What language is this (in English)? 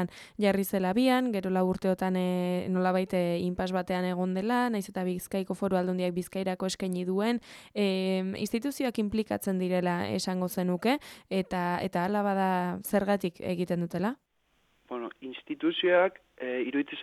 Basque